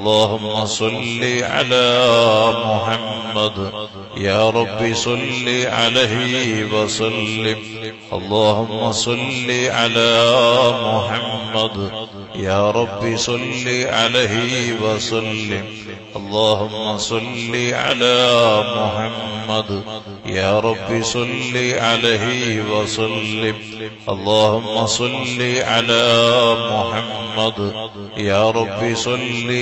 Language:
Malayalam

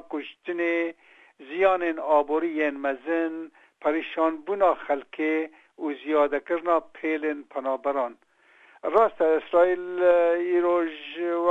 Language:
Kurdish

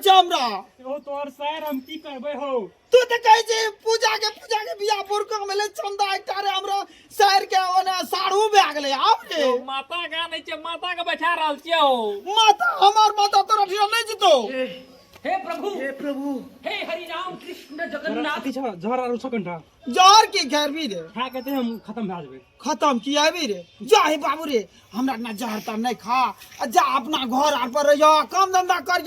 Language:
Maithili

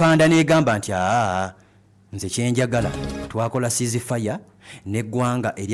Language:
Ganda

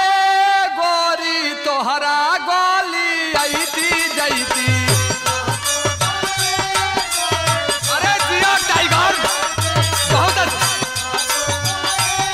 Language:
Bhojpuri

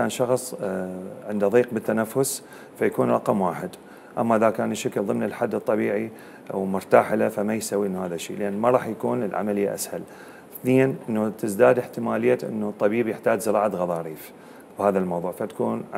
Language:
Mesopotamian Arabic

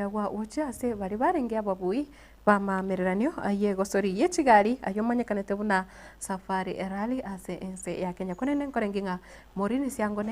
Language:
Gusii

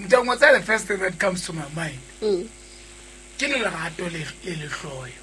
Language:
Southern Sotho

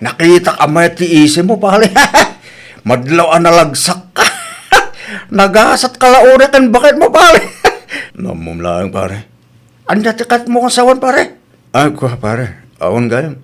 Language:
Iloko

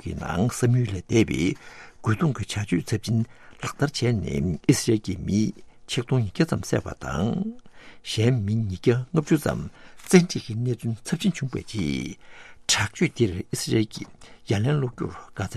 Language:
Tibetan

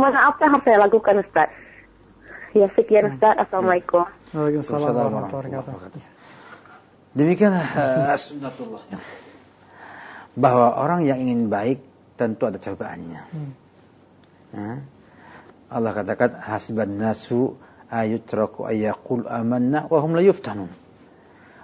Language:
Indonesian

